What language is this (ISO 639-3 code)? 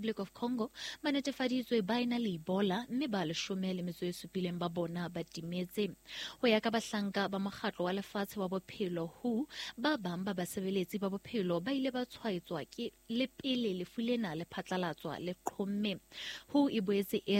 sot